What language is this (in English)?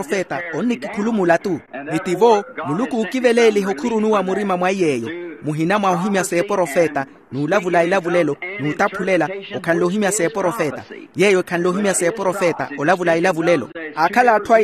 Makhuwa